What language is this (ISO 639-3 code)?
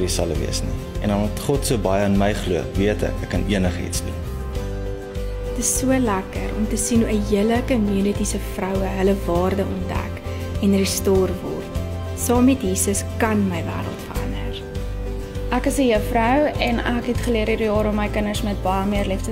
afr